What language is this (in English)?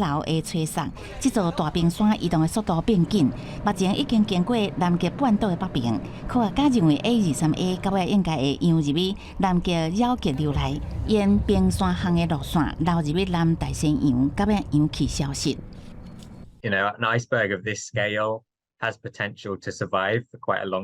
Min Nan Chinese